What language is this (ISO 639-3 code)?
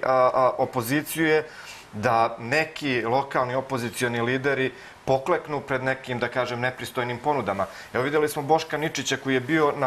srp